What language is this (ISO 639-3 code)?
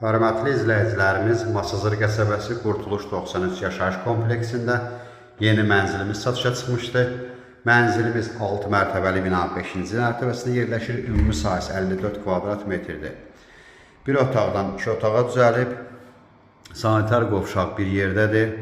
aze